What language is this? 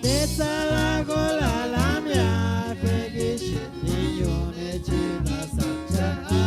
Chuj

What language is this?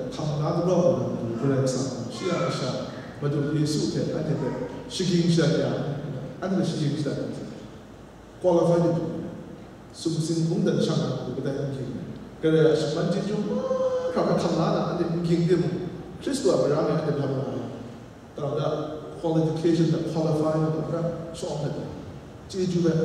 Kachin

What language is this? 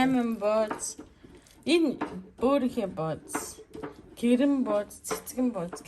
Mongolian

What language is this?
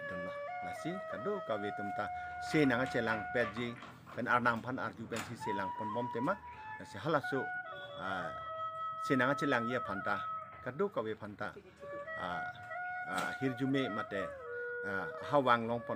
Karbi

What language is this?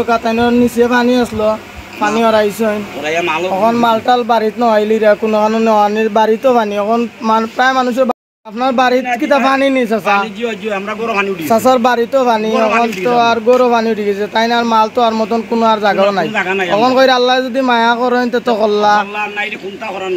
Sylheti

